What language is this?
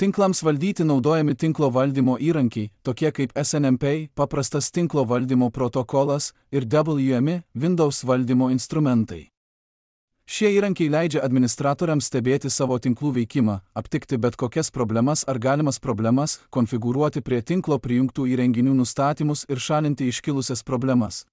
Lithuanian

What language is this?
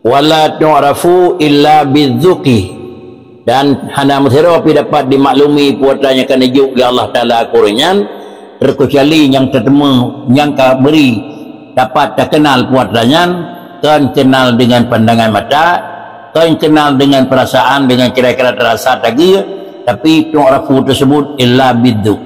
Achinese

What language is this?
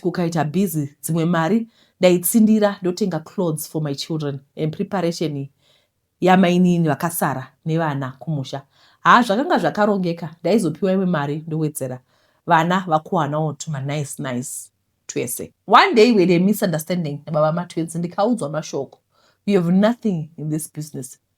Shona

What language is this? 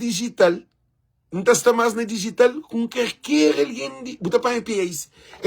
Kabuverdianu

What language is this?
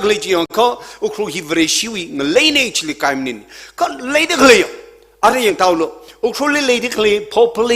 Tangkhul Naga (India)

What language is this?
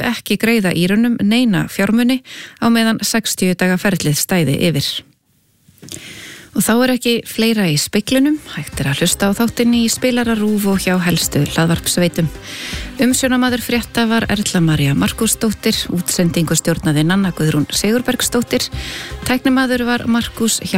Icelandic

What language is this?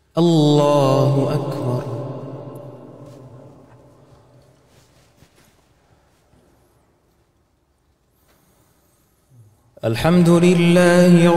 Arabic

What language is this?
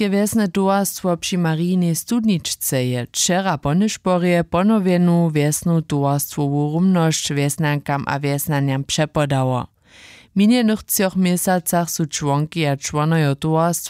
Upper Sorbian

